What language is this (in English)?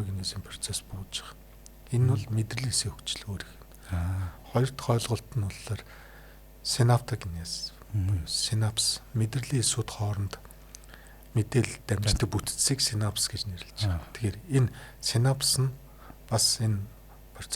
Mongolian